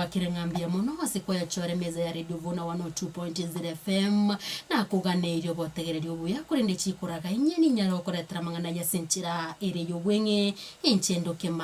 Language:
Gusii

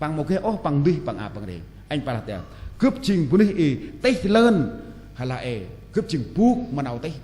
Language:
Central Mnong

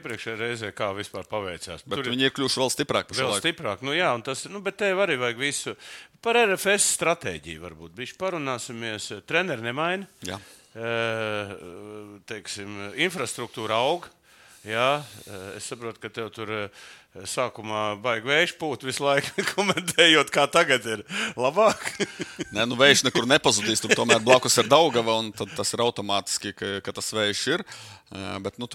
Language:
Latvian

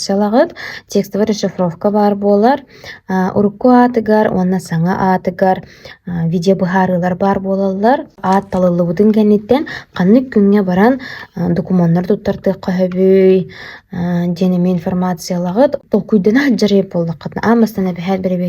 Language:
Yakut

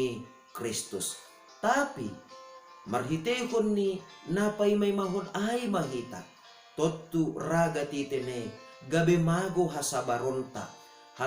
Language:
Batak Simalungun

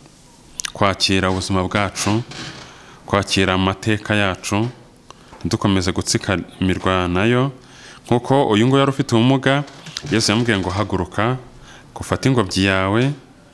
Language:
Kinyarwanda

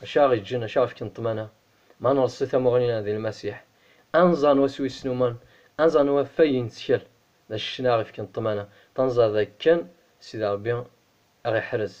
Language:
Kabyle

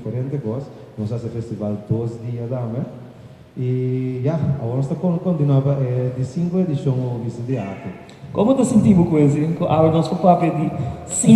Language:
Papiamento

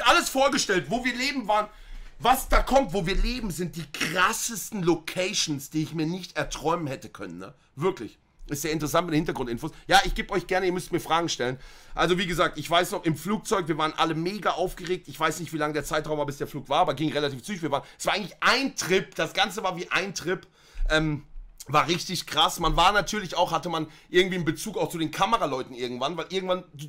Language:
German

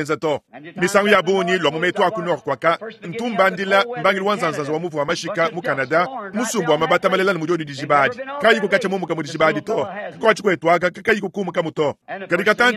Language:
Luba-Lulua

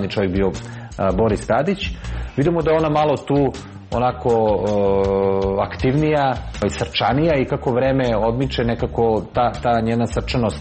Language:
Serbian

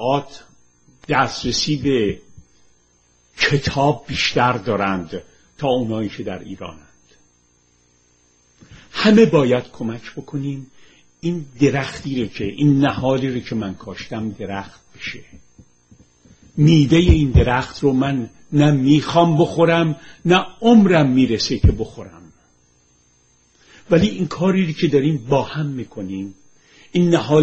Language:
Persian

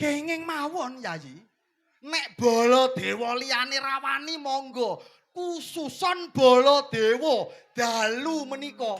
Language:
Javanese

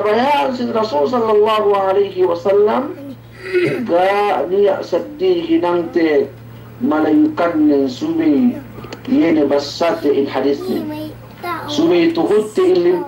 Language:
Yakan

